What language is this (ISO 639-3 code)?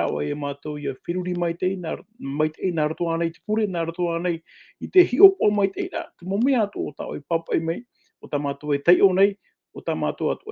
tah